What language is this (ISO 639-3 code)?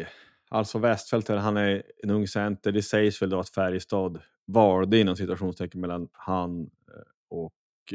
swe